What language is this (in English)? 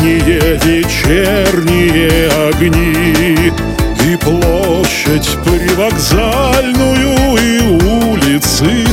Russian